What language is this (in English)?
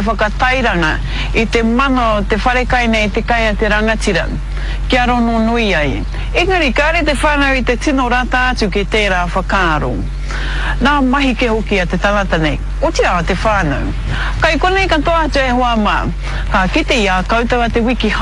Māori